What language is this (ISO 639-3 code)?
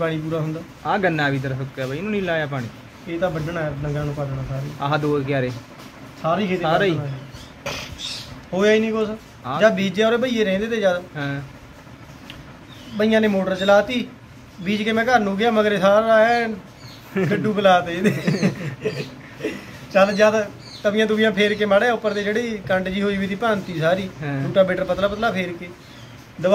pan